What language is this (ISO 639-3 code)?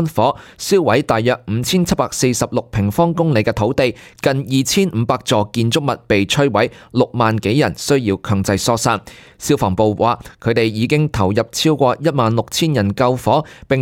yue